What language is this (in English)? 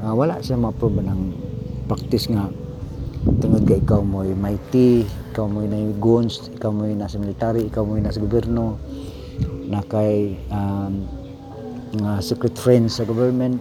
Cebuano